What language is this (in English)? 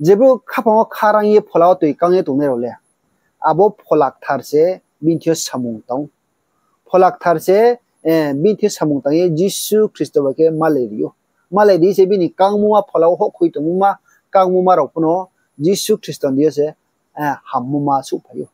Riang (India)